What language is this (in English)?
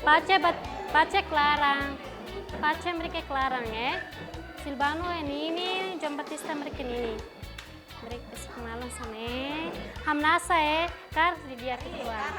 Tetum